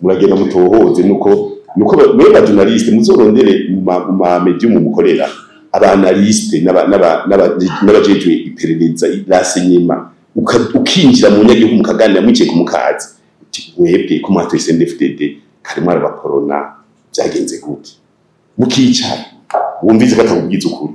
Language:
Rundi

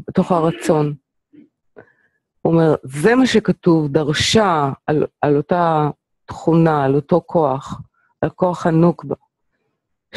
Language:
Hebrew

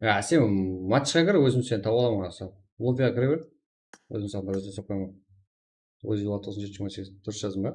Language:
Kara-Kalpak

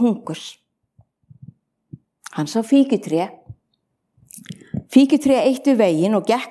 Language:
Icelandic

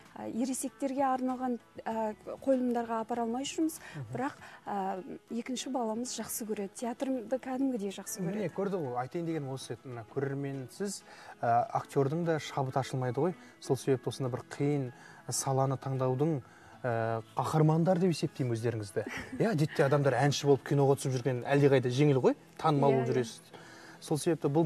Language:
Kazakh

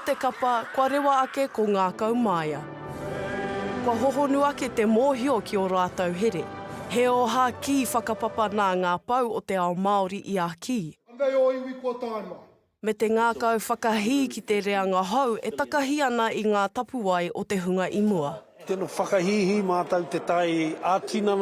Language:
Māori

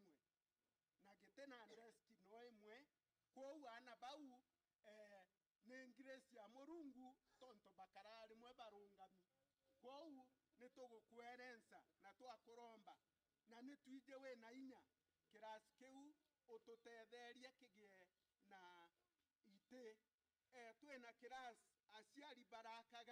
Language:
Meru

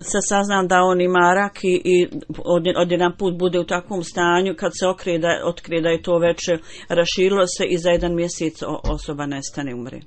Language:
Bosnian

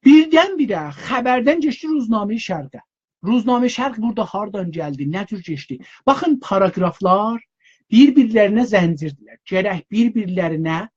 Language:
South Azerbaijani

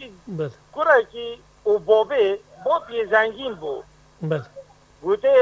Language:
Persian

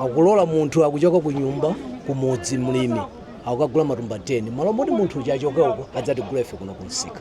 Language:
Nyanja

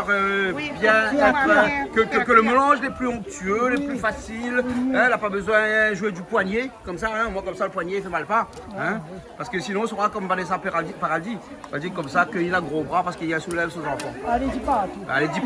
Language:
Réunion Creole French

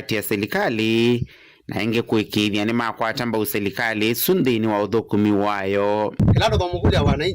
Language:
Kamba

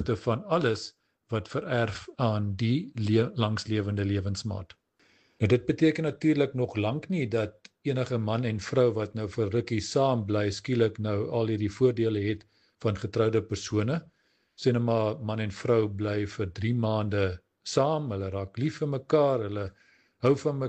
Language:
Afrikaans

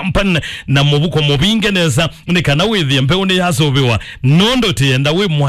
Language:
Kamba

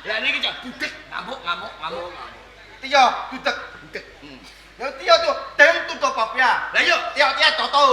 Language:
Javanese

